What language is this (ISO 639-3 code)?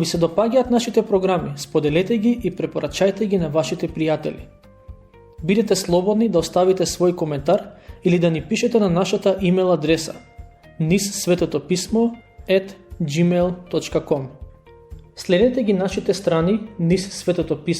mkd